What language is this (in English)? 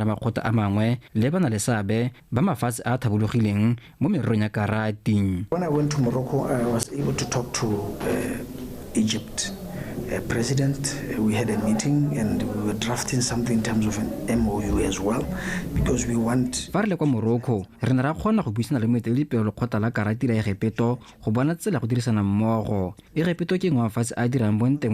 Tswana